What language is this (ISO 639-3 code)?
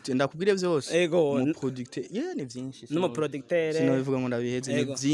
run